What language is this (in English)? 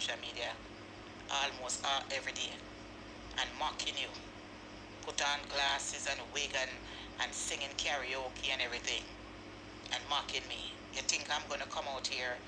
Jamaican Creole English